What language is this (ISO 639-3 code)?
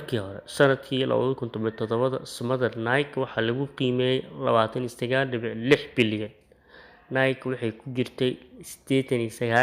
som